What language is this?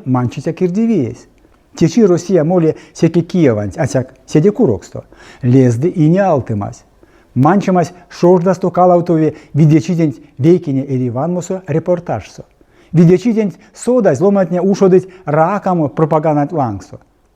Erzya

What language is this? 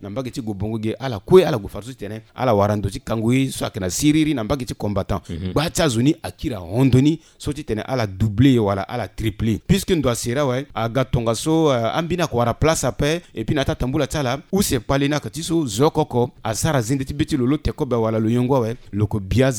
Sango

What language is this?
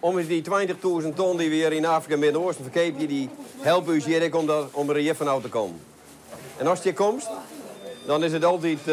Western Frisian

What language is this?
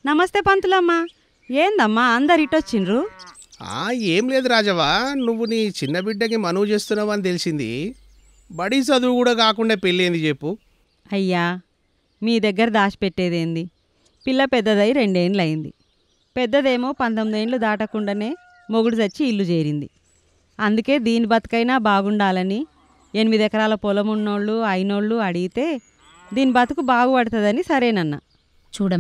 Telugu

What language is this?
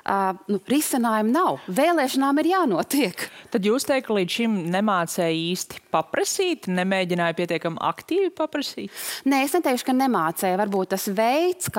Latvian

